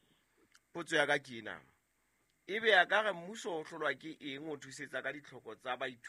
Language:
Southern Sotho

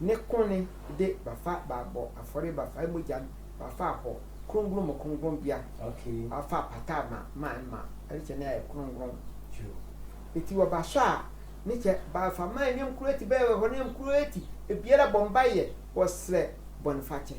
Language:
Sehwi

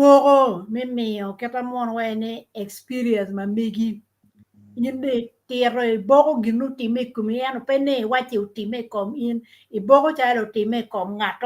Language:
Acoli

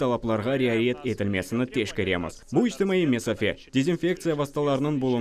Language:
Crimean Tatar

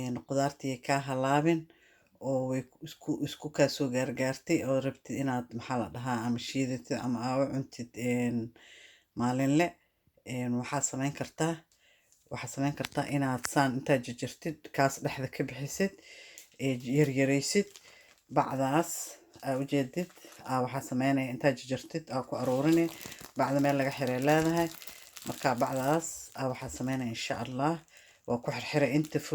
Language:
Somali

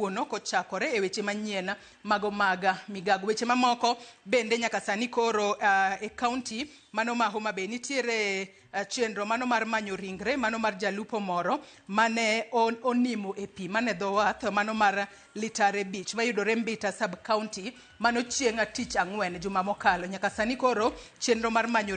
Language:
Luo (Kenya and Tanzania)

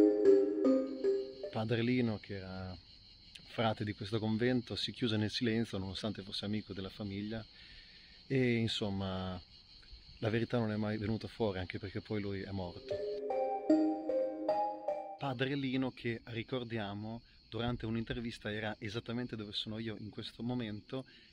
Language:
Italian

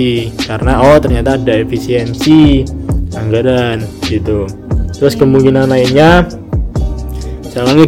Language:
Indonesian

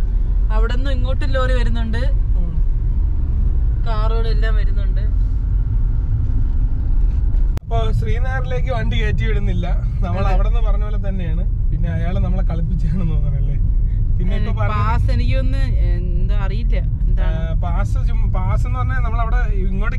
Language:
Malayalam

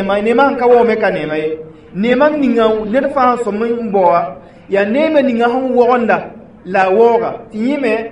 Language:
Mossi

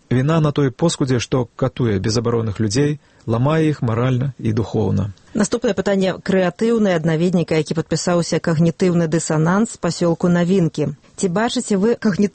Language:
Belarusian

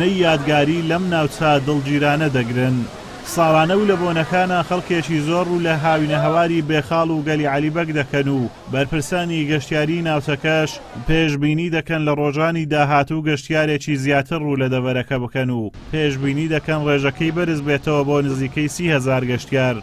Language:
Central Kurdish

